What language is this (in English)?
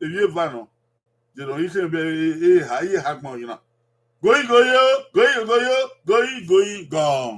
Bini